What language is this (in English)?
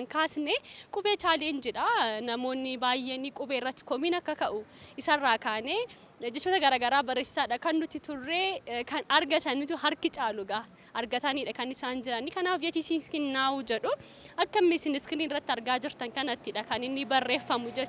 Oromo